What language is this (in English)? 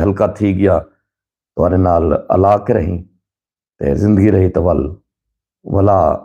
Saraiki